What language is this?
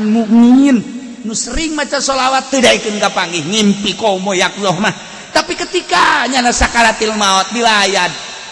Sundanese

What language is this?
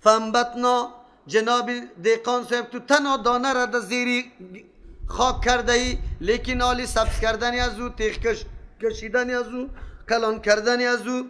Persian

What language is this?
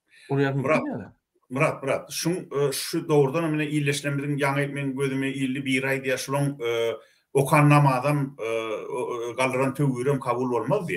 Turkmen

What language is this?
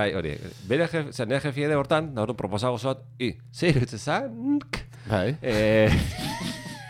Basque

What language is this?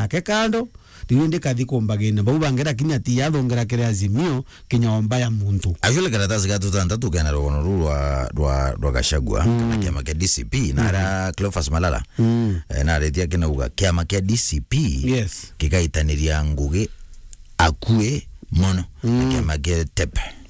Meru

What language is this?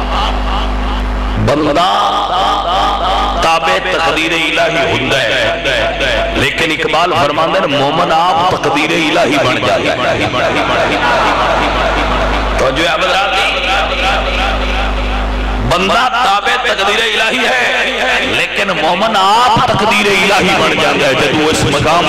Urdu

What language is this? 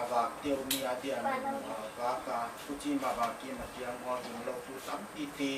Paite Chin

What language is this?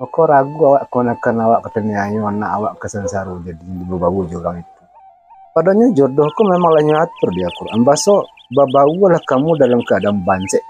Minangkabau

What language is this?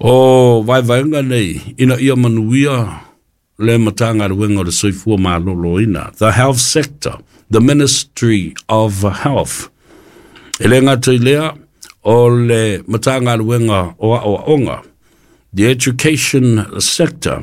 Samoan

